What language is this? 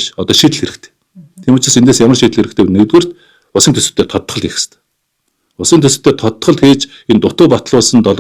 Mongolian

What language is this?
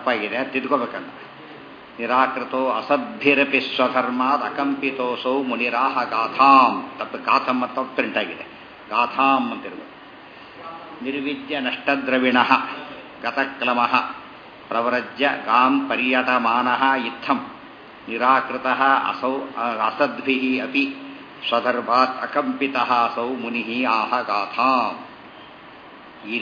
Kannada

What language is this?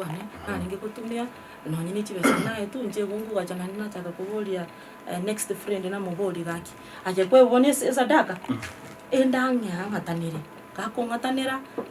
Gusii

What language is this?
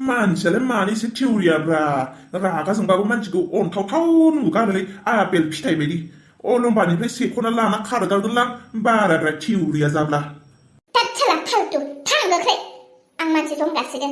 Bodo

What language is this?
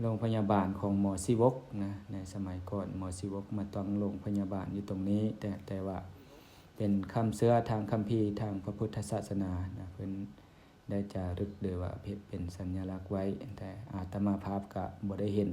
Lao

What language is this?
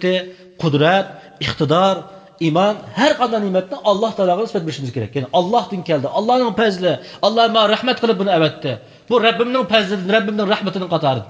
Uyghur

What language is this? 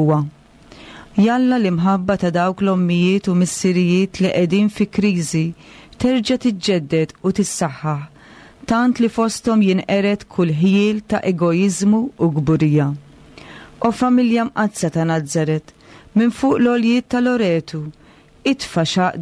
Maltese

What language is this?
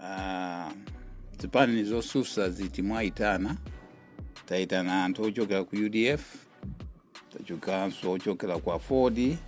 Nyanja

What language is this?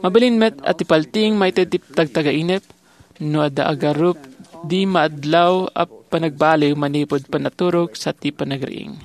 Iloko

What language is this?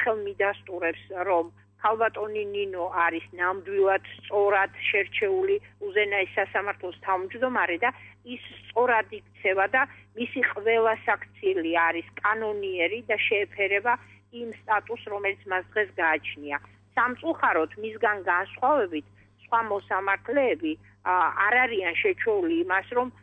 Georgian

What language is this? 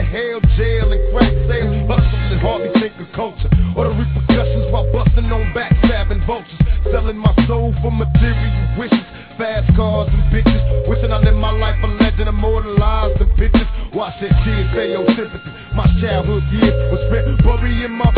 English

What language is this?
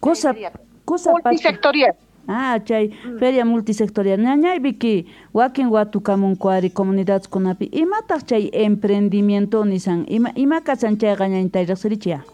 Quechua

